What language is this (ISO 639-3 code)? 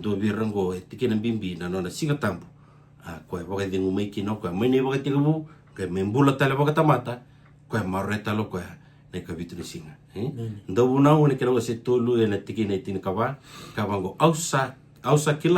fij